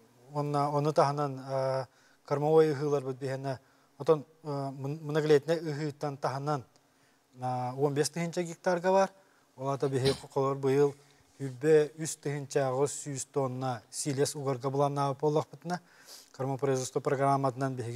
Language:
Yakut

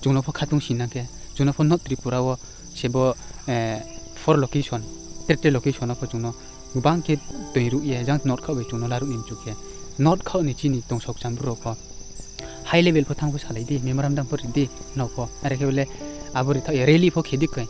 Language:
Riang (India)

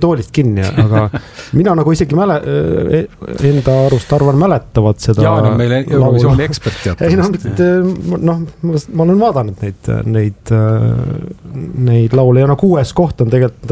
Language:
Estonian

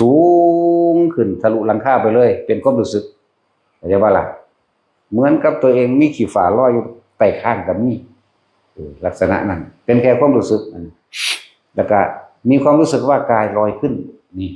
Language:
Northeastern Thai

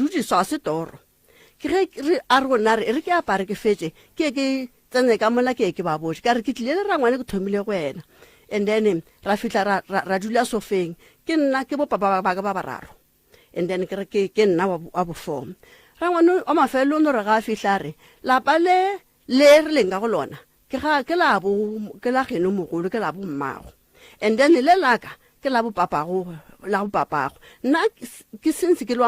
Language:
Northern Sotho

